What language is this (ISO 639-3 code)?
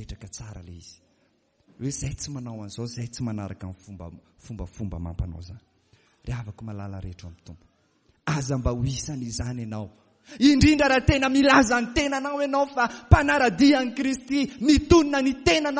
mlg